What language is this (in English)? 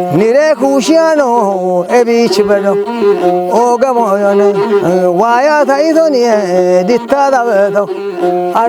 Kafa